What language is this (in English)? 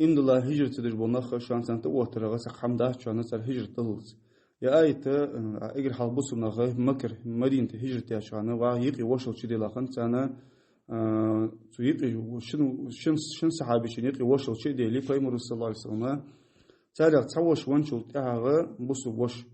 Ingush